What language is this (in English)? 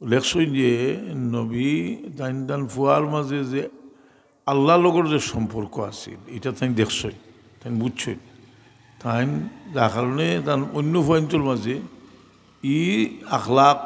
Sylheti